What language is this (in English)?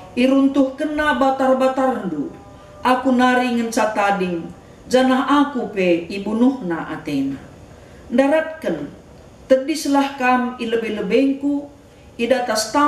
Batak Karo